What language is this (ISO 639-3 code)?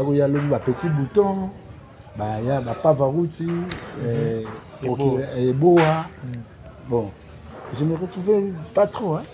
lin